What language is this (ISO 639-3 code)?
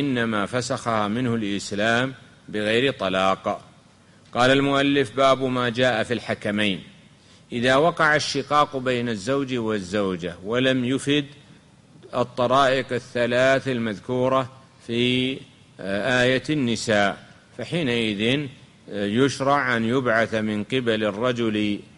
ara